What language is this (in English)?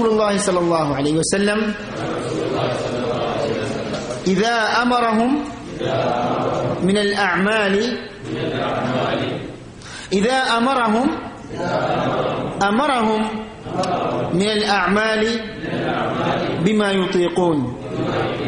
Malayalam